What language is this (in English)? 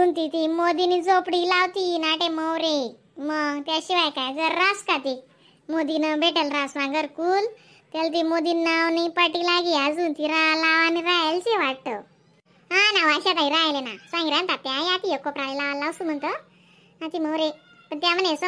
Khandesi